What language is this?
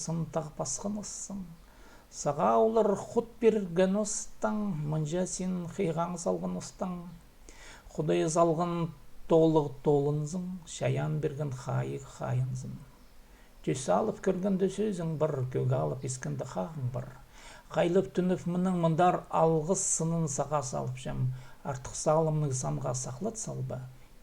Khakas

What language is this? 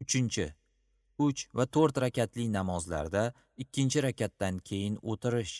Uzbek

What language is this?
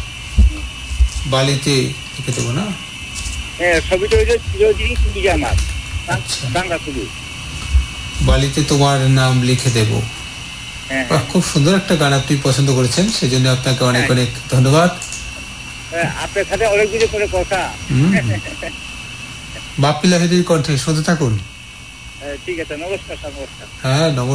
Bangla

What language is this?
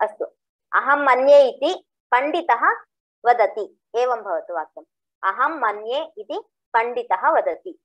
Sanskrit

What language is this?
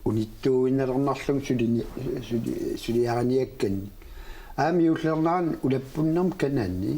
Kalaallisut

